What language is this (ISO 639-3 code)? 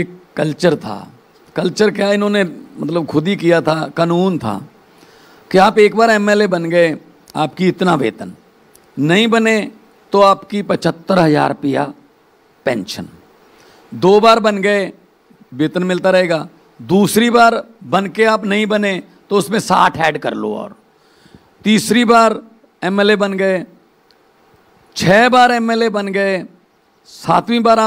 hin